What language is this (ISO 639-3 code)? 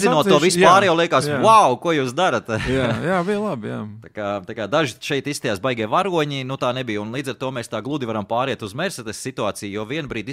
lav